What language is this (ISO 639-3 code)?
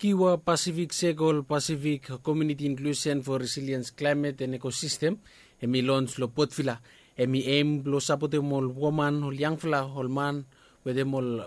bis